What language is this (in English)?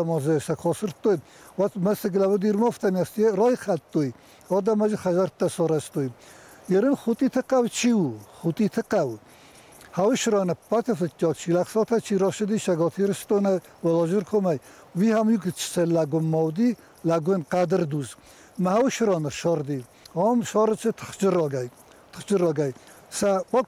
Ossetic